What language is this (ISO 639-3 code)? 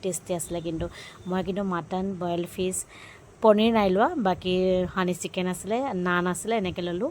asm